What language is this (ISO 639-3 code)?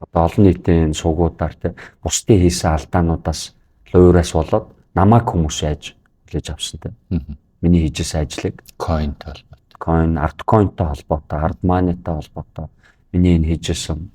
mon